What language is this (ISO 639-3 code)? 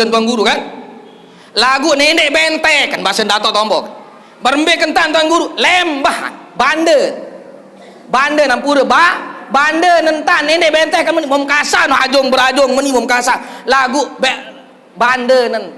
sas